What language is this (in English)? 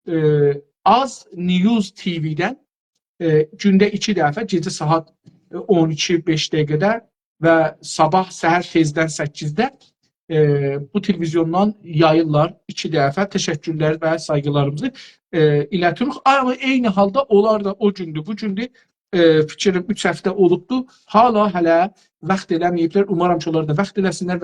South Azerbaijani